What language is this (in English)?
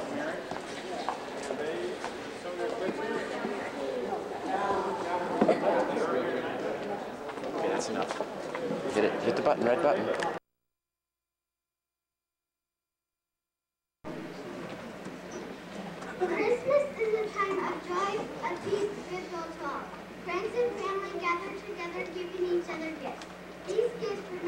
English